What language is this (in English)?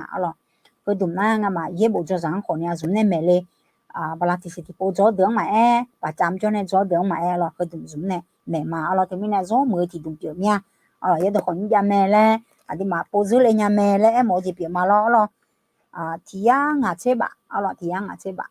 Akha